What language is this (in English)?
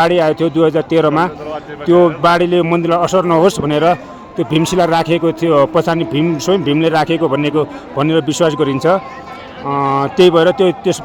Nepali